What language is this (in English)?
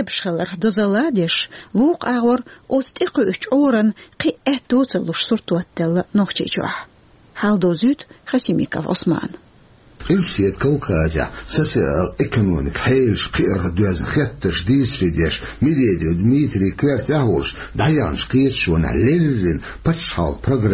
Chechen